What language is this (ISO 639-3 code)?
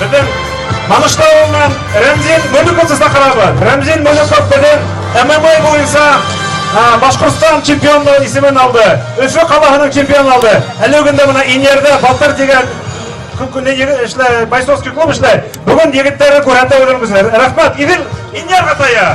bak